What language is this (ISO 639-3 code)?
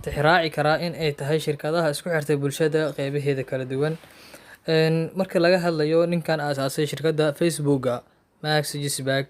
som